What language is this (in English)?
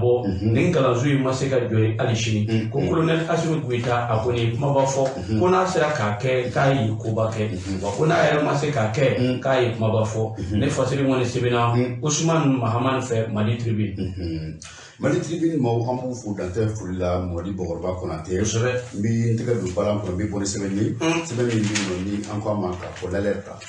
Bambara